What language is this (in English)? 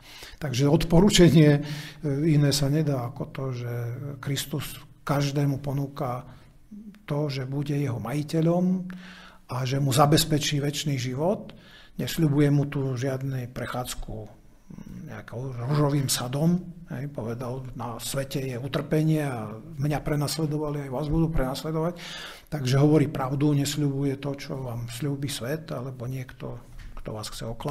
Slovak